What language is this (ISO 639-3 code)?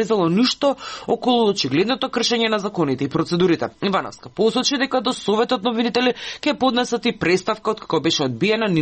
mkd